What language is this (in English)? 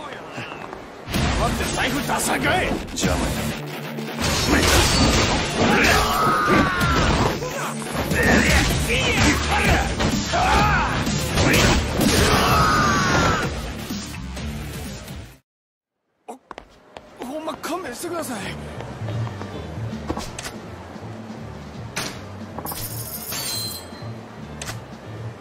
Japanese